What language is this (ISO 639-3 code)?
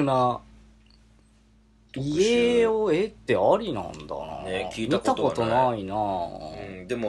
jpn